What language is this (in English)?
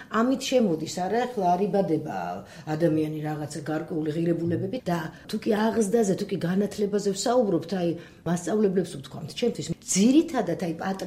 Georgian